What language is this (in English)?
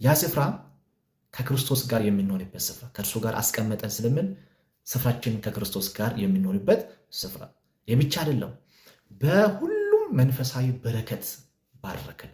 Amharic